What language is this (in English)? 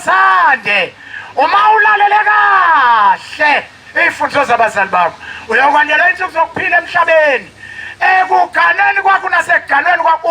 Zulu